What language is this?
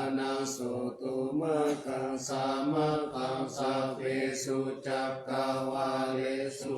Pali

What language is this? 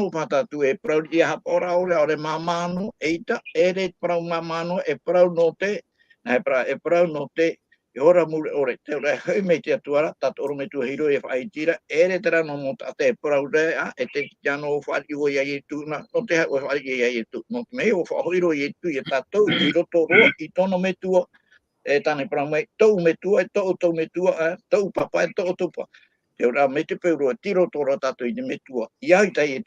Tahitian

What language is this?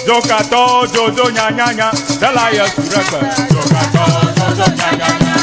Ewe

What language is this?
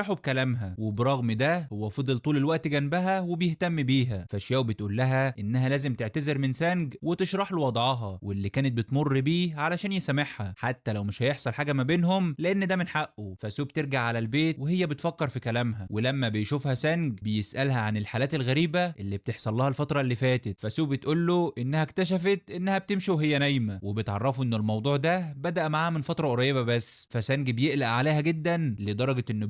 Egyptian Arabic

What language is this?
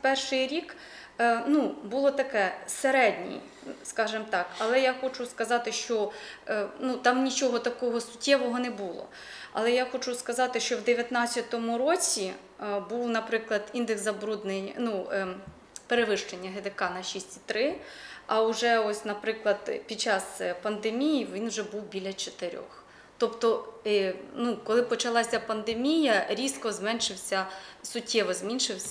Ukrainian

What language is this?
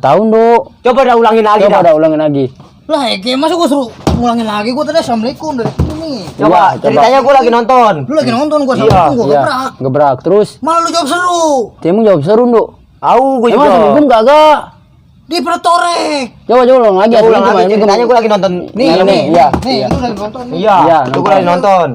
Betawi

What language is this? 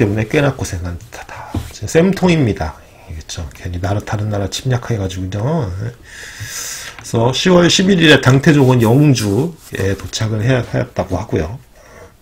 Korean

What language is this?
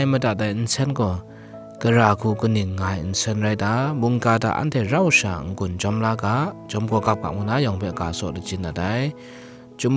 Kachin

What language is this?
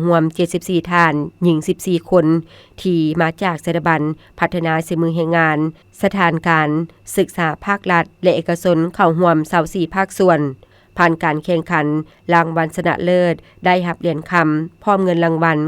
Lao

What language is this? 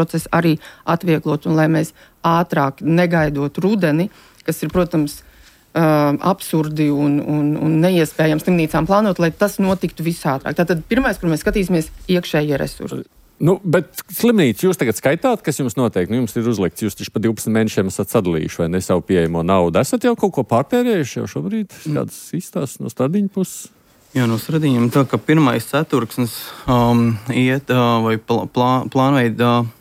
Latvian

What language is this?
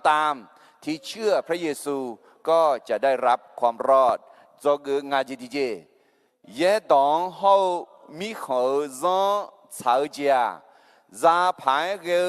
Akha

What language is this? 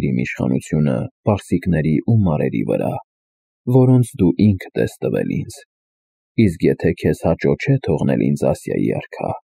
Armenian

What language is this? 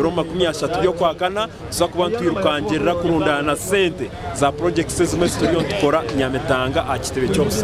Nyankole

